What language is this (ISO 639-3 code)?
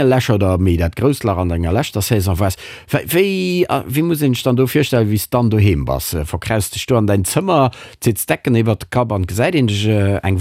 ltz